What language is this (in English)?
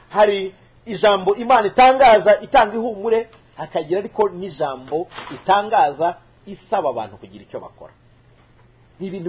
Kinyarwanda